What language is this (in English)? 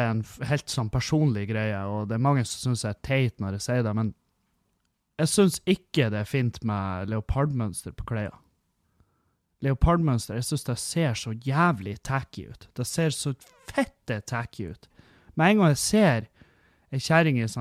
Norwegian